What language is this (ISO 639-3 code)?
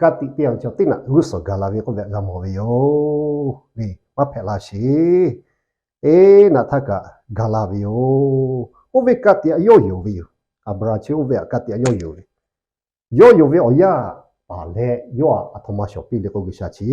lhu